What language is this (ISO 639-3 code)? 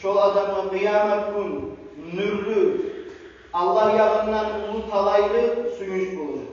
kum